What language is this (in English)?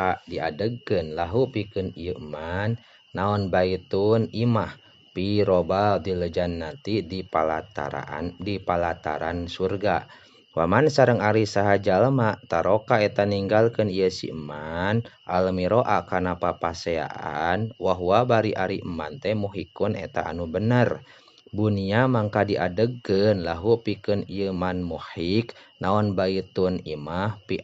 Sundanese